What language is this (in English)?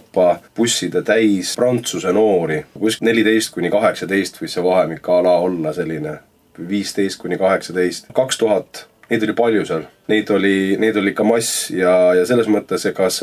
Estonian